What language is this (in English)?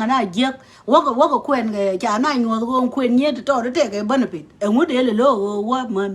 Nuer